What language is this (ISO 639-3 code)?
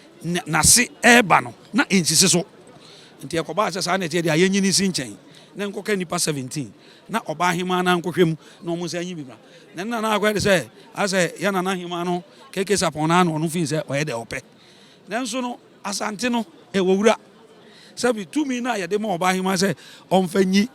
aka